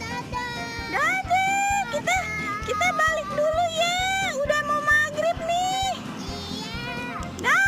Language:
Betawi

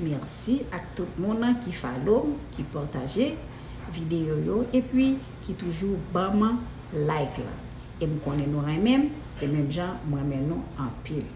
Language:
Haitian Creole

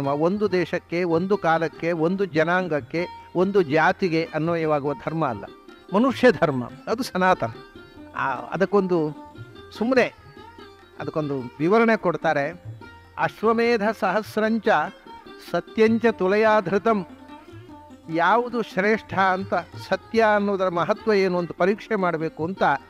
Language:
Kannada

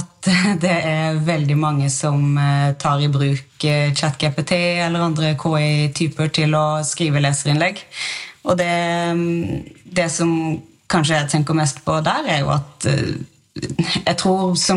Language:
Norwegian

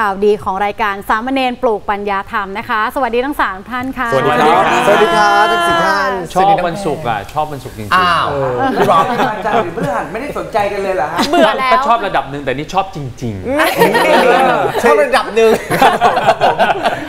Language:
Thai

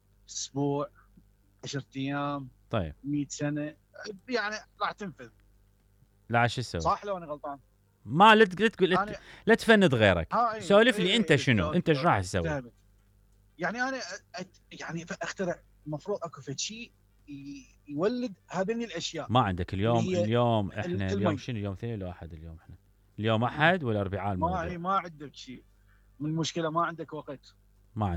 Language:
Mesopotamian Arabic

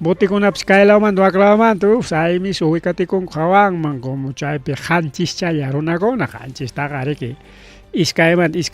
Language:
Ayacucho Quechua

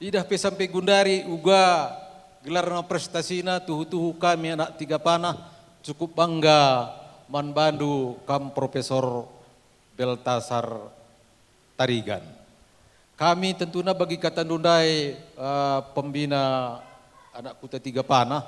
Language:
Batak Karo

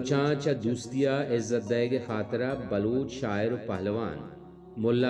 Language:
Baluchi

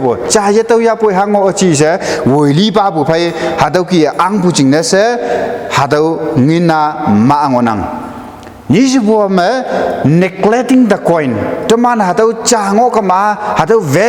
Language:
Konyak Naga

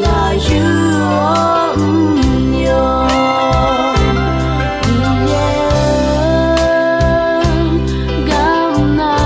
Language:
Akha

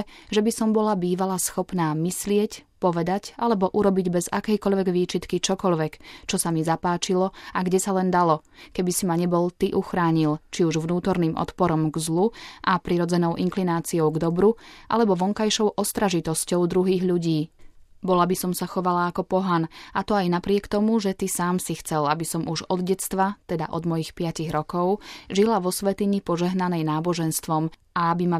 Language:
Slovak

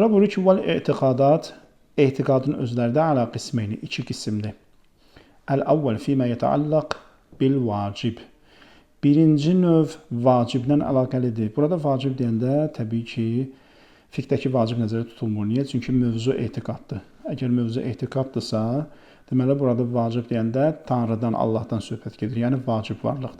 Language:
Azerbaijani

